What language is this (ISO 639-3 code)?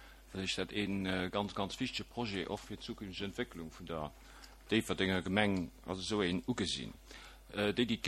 ltz